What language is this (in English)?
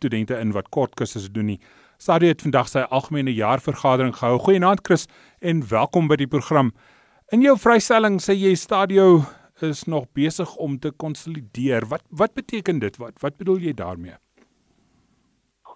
Afrikaans